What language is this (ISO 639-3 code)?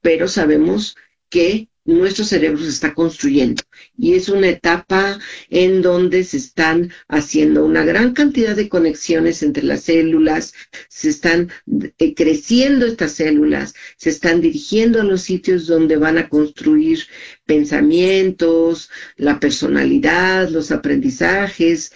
spa